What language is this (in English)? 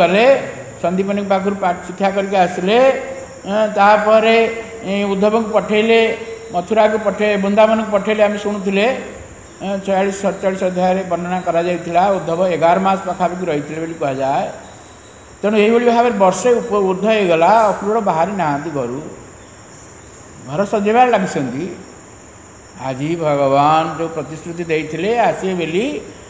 Odia